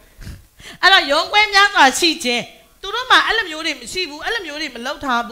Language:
Burmese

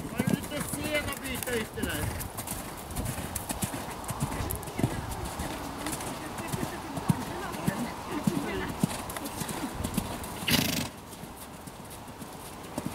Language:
Swedish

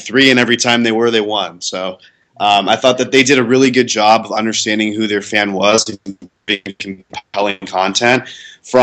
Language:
English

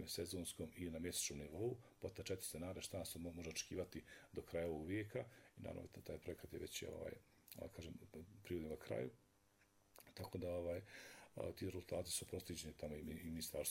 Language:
Bosnian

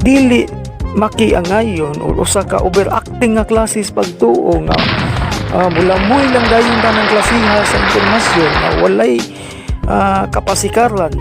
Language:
Cebuano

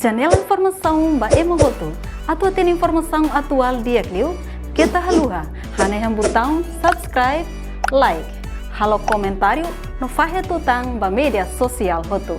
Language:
Tetum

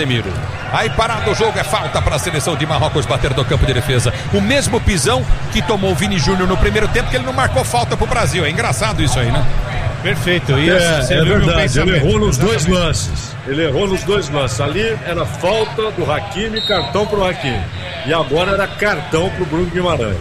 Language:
Portuguese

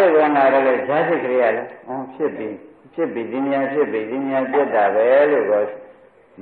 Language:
Burmese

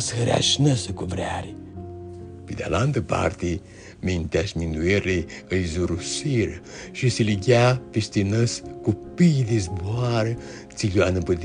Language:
Aromanian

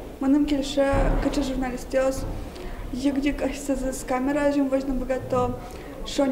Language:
Udmurt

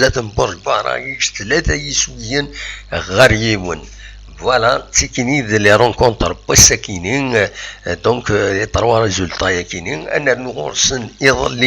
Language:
Kabyle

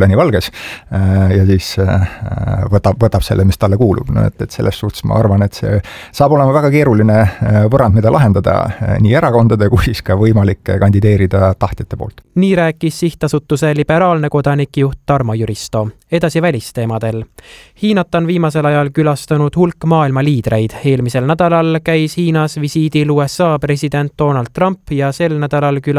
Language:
Estonian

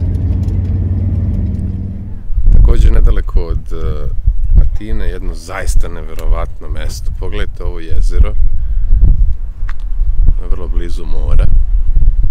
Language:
Serbian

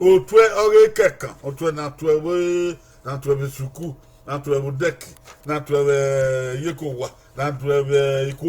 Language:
Bini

